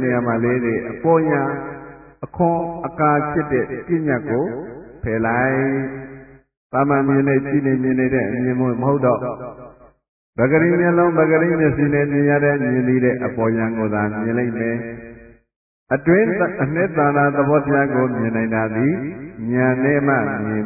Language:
Burmese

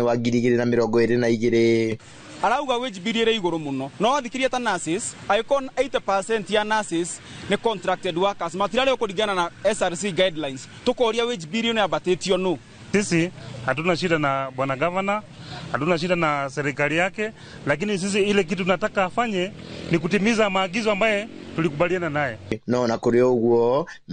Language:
Kikuyu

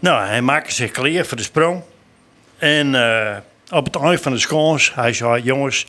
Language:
Western Frisian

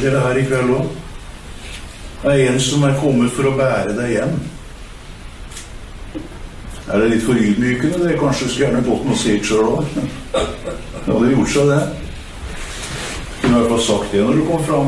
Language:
Norwegian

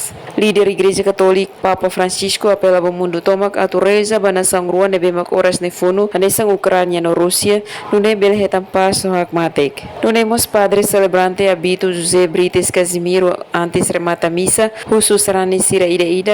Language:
Tetum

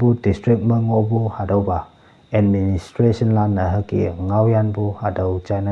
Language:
Konyak Naga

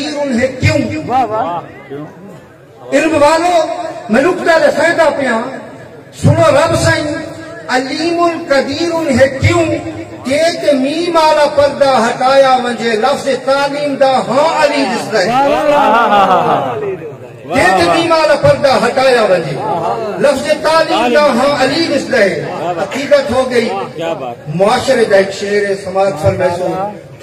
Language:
Saraiki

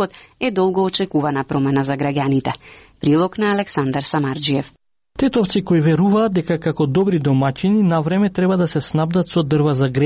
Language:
Macedonian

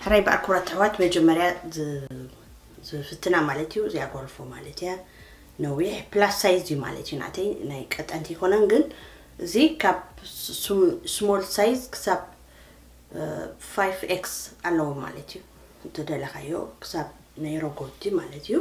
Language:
Tigrinya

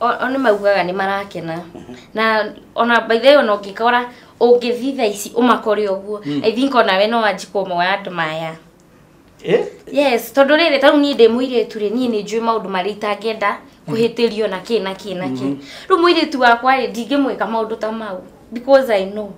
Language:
Kikuyu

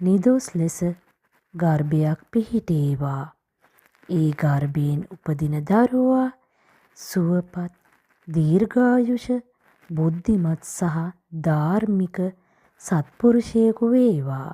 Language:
Sinhala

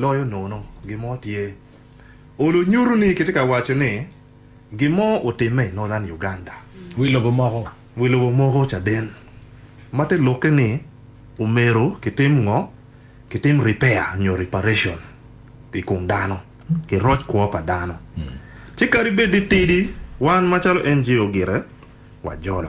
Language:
Acoli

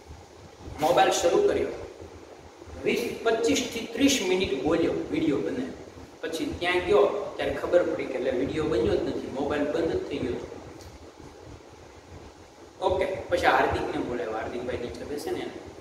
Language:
Gujarati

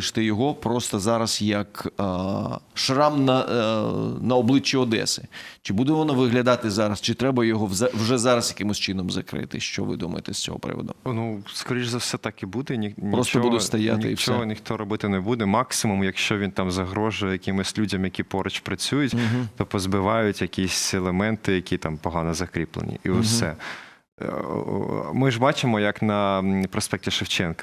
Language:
Ukrainian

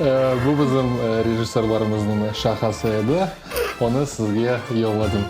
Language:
Crimean Tatar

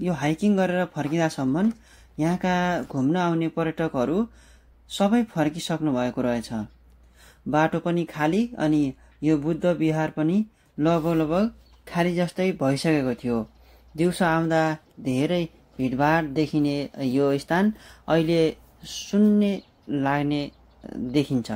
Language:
Nepali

